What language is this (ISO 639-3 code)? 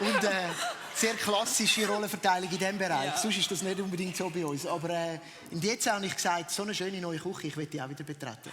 gsw